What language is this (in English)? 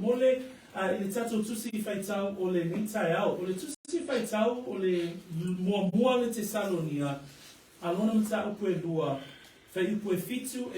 Samoan